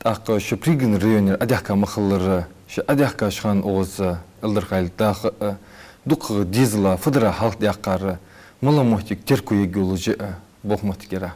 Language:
Ingush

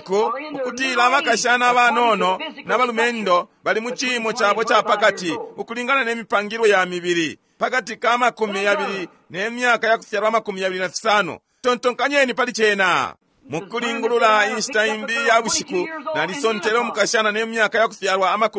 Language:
Bemba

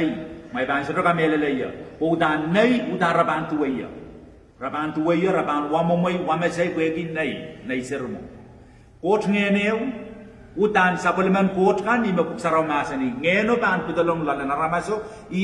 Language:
Pohnpeian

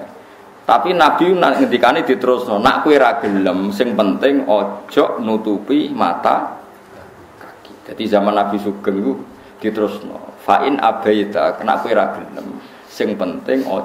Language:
Javanese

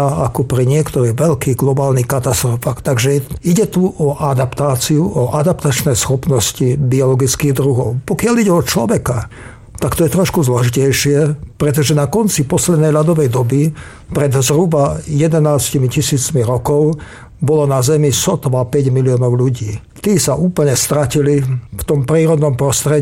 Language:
Slovak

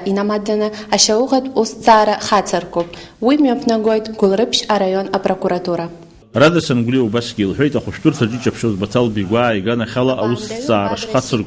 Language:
Abkhazian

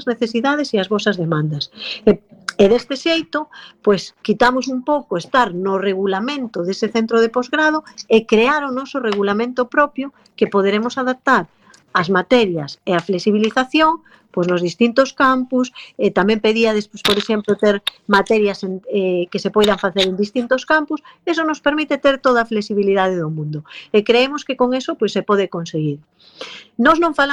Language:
Galician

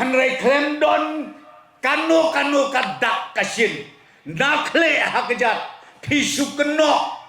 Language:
Khasi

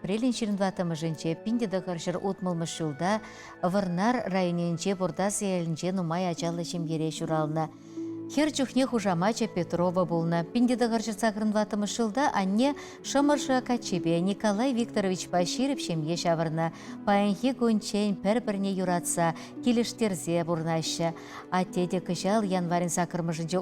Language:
Chuvash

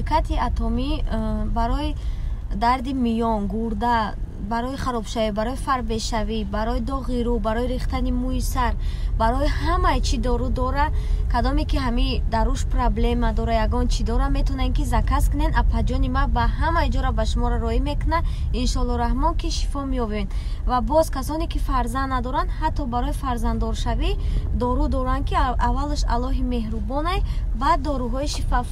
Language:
Tajik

